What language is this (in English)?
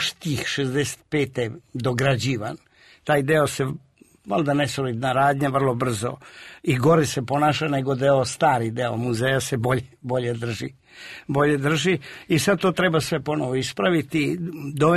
Serbian